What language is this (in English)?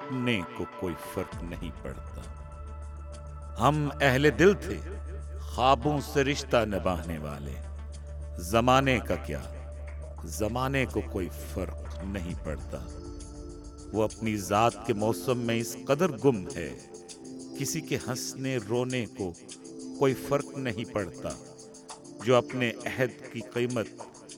Urdu